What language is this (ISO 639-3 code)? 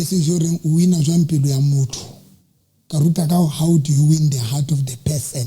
sot